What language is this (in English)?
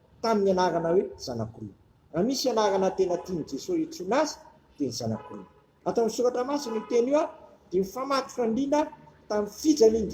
Malagasy